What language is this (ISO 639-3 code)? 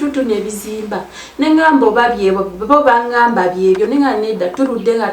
lug